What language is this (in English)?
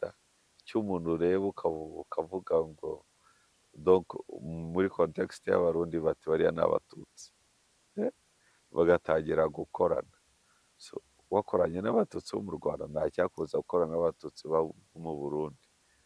Kinyarwanda